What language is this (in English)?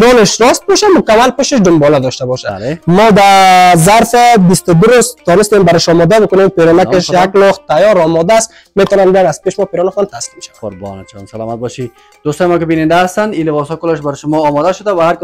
Persian